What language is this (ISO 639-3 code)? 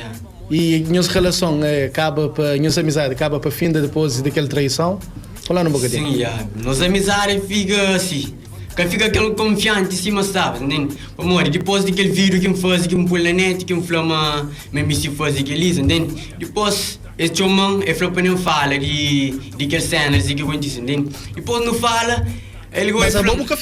kea